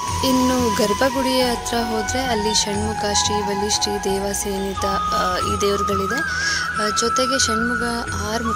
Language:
Kannada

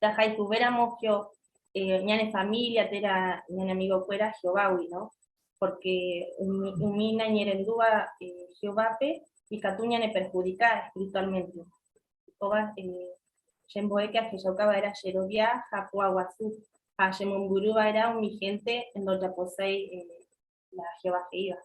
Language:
Guarani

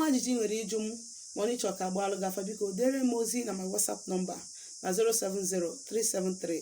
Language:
Igbo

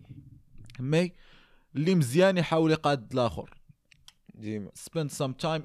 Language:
Moroccan Arabic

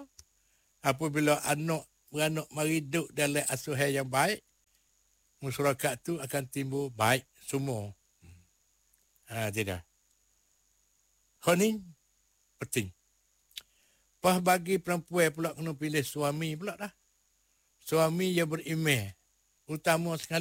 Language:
Malay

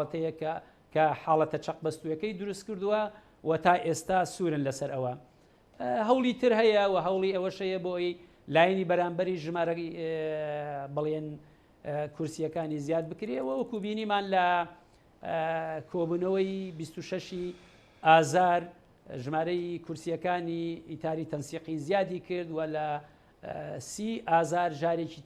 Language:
Central Kurdish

